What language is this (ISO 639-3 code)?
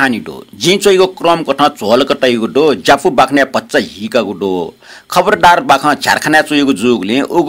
new